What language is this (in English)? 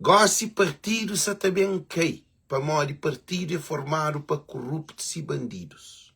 Kabuverdianu